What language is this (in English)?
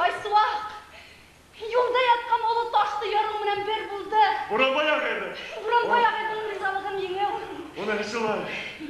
Bashkir